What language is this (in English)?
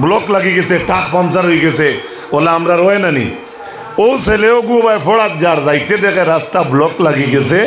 Sylheti